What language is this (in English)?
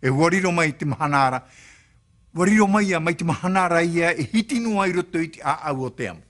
Tahitian